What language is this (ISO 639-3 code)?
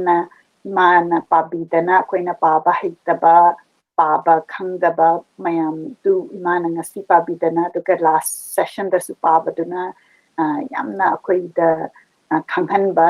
mni